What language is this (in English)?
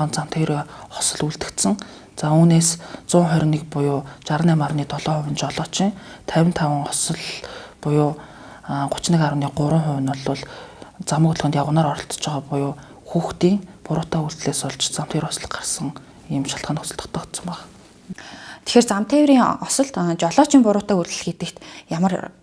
Mongolian